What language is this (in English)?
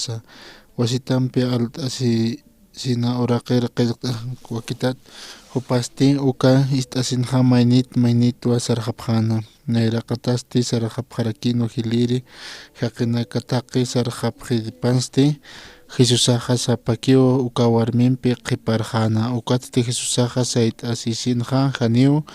Aymara